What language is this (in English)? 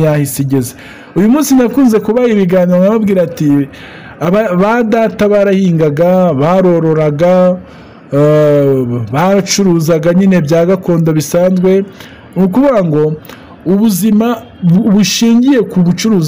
Kinyarwanda